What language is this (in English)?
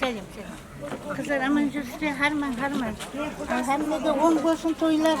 Kara-Kalpak